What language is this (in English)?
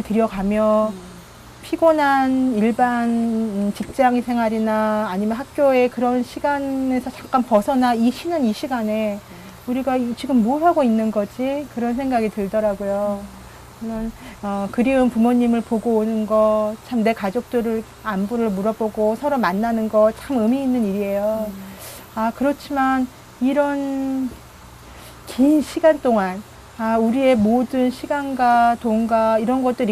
Korean